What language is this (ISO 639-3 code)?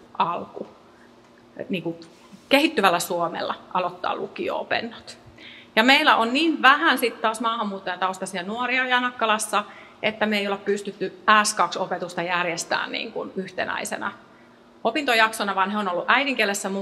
fin